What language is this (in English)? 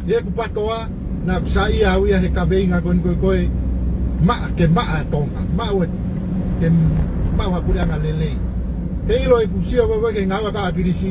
Tongan